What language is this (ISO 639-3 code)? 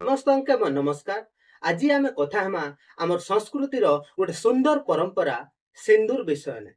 ori